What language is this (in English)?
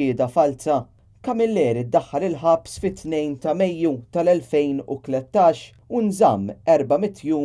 Maltese